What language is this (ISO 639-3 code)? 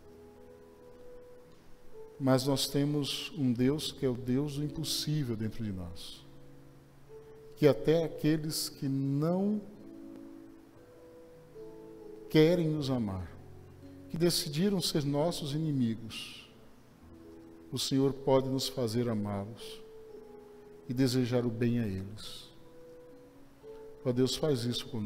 por